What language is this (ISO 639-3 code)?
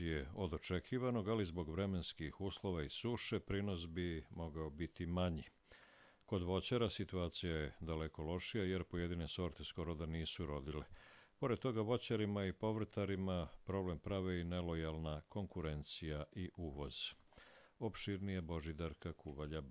hrv